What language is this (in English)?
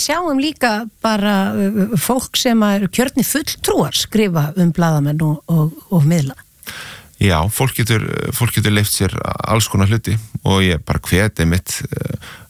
Icelandic